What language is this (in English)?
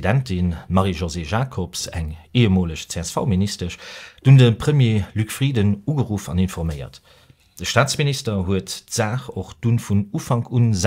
Luxembourgish